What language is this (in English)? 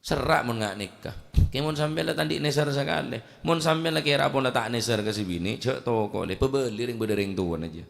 Madurese